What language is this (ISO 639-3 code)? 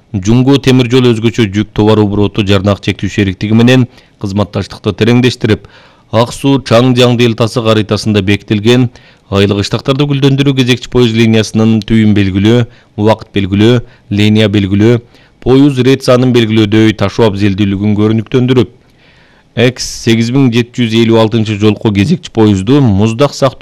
kir